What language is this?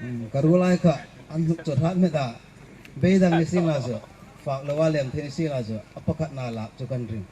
Hmar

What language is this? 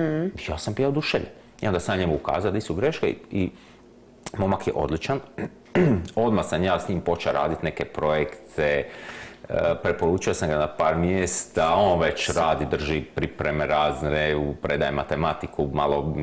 Croatian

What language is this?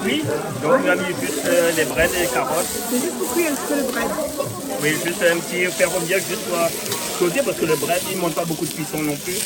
Réunion Creole French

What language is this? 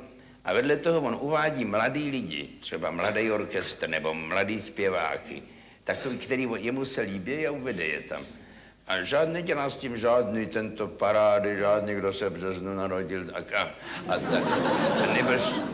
Czech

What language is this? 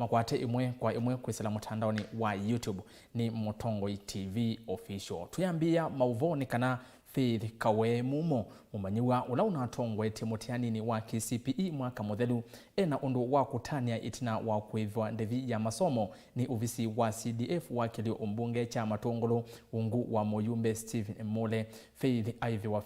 Kamba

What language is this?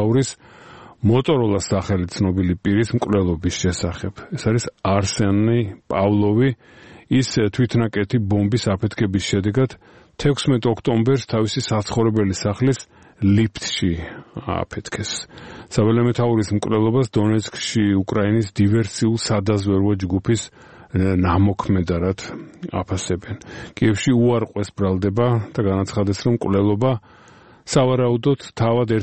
Georgian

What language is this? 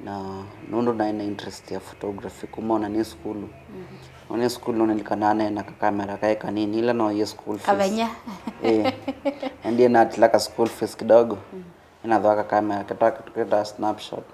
Kamba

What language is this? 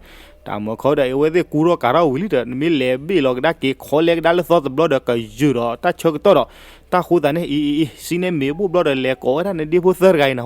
S'gaw Karen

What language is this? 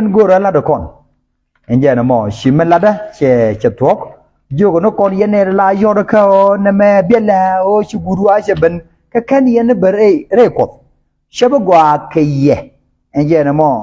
Nuer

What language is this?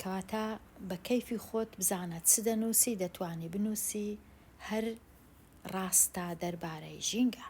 Central Kurdish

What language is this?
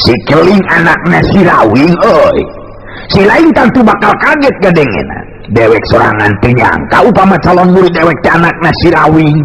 Sundanese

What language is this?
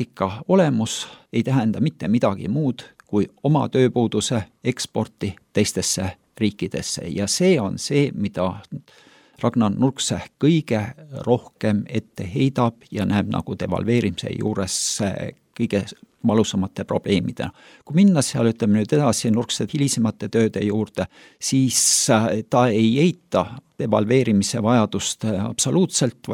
Estonian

